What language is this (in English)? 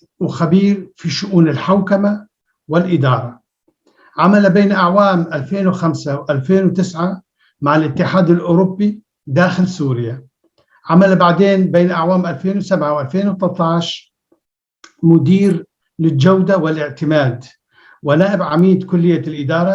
North Levantine Arabic